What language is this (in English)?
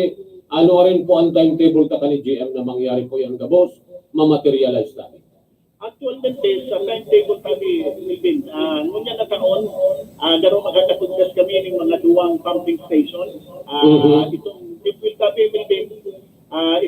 Bikol